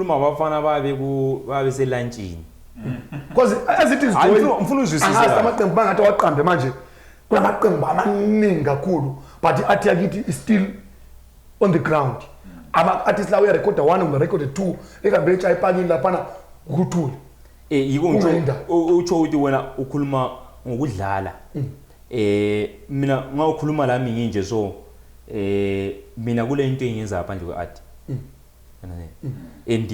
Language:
Zulu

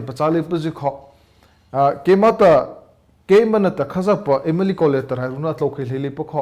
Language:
Mara Chin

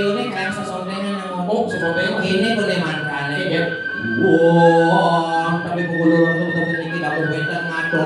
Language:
Balinese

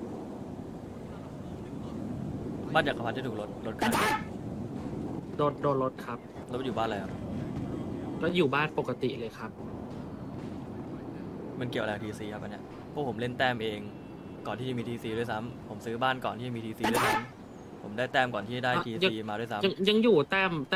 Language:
Thai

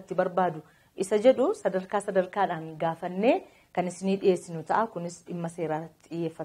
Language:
Oromo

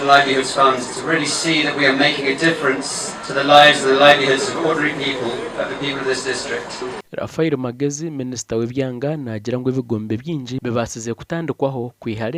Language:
Nyankole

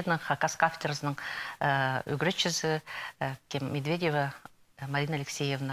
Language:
Khakas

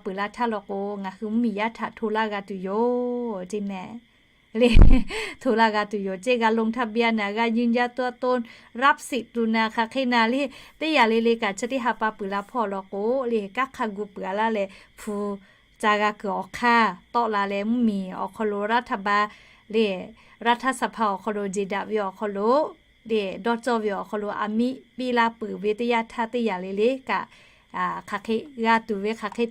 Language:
Lahu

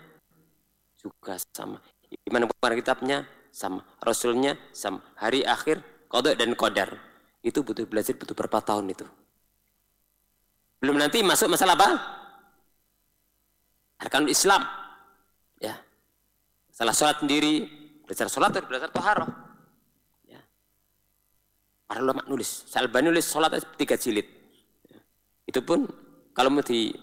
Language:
Indonesian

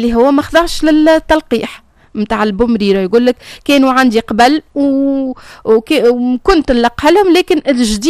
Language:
Tunisian Arabic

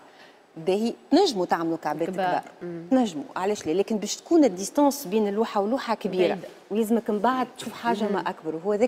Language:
Tunisian Arabic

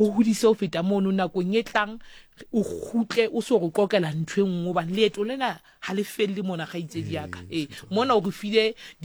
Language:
Southern Sotho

